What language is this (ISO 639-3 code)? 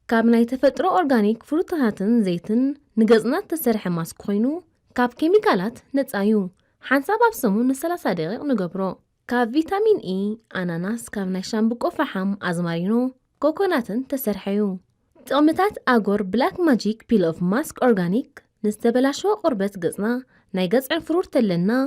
tir